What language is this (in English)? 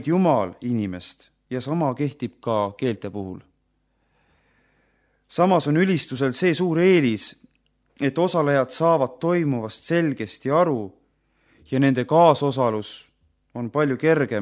Estonian